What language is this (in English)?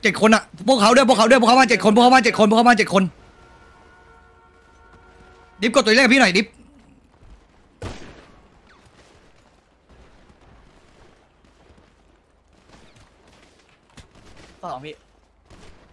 Thai